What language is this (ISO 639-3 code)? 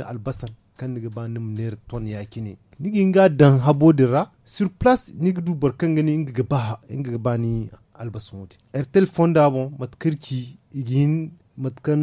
dje